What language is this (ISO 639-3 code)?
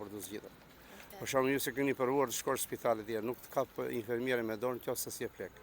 sqi